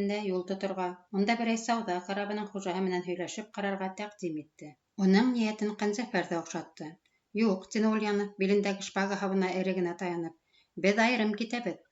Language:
Bashkir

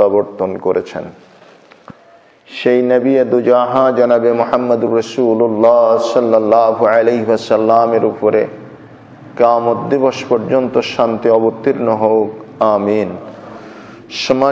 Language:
Bangla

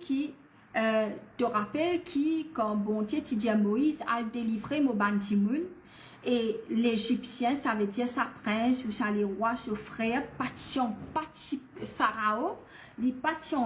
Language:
Morisyen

